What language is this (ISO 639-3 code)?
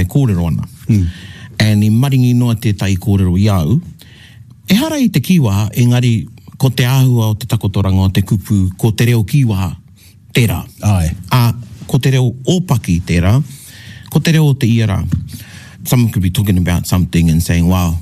mri